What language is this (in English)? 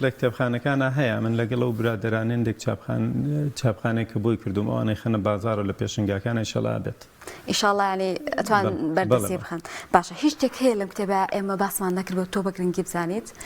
Central Kurdish